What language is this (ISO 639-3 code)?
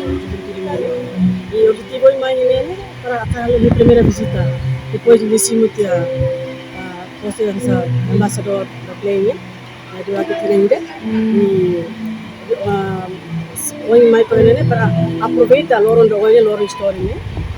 tet